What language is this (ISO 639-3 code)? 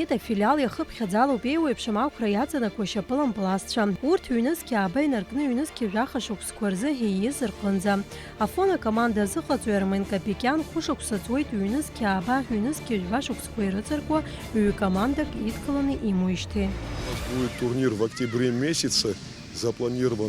abk